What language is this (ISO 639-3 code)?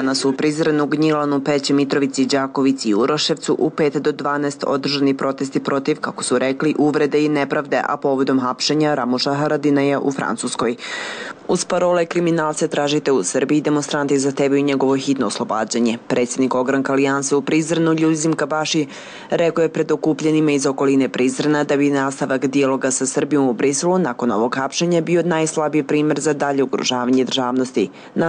srp